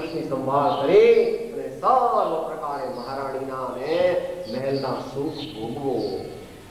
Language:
Gujarati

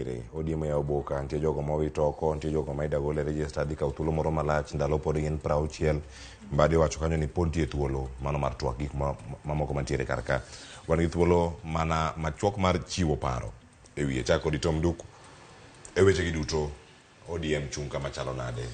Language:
Luo (Kenya and Tanzania)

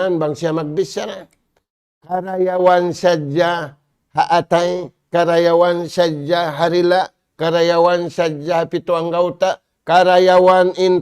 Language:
Tausug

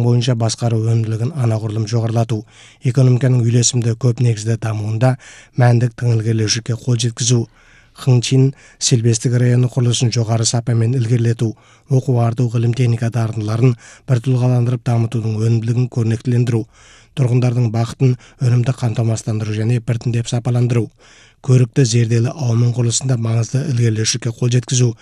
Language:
Kazakh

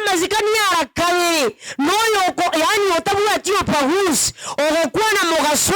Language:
Gusii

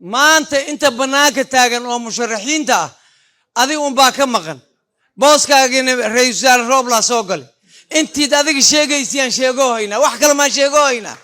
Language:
Somali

